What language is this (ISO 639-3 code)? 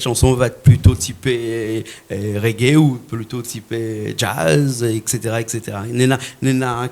rcf